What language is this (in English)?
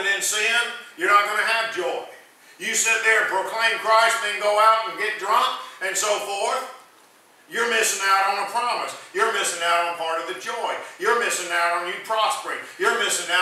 English